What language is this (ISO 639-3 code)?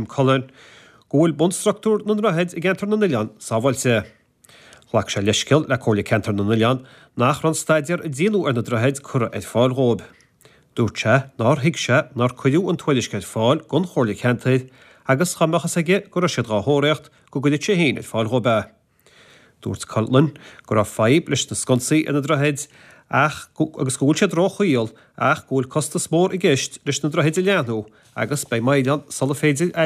gle